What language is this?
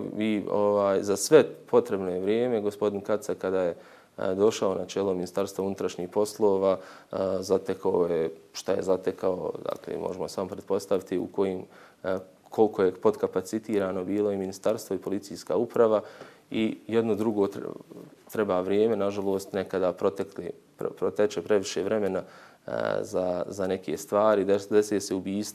Bosnian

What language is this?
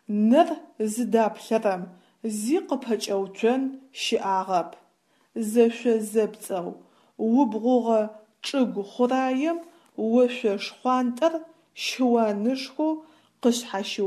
Adyghe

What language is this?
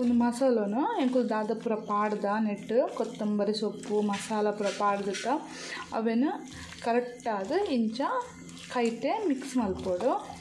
Tulu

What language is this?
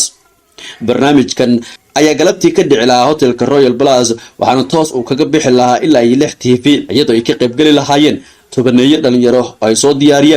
Somali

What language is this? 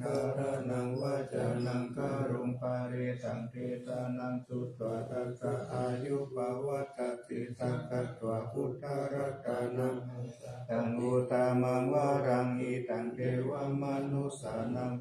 Pali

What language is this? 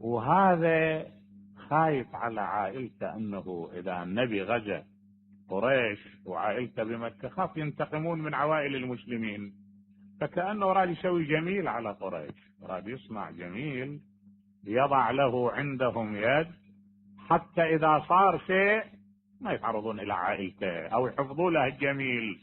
Mesopotamian Arabic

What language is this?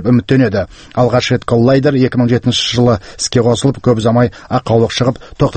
Kazakh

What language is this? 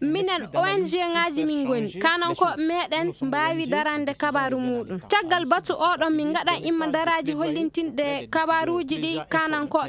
Fula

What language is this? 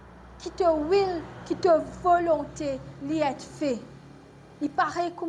Morisyen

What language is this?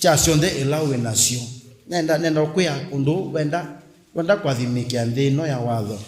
Kamba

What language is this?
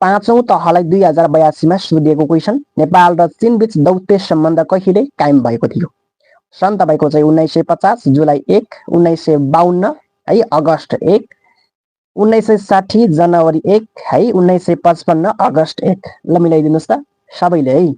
Nepali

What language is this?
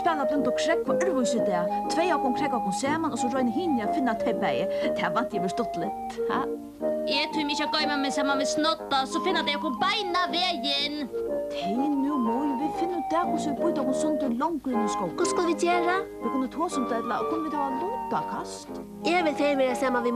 Faroese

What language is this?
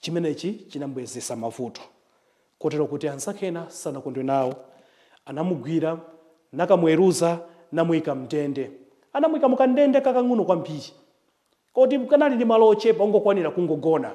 Nyanja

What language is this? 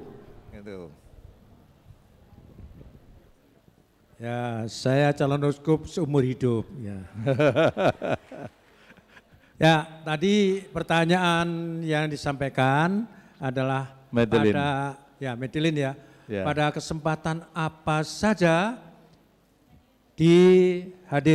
Indonesian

